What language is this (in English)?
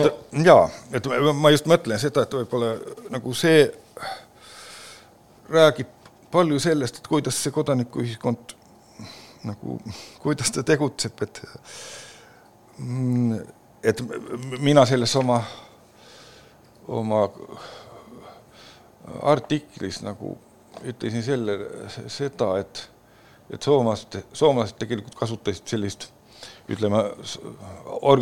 Estonian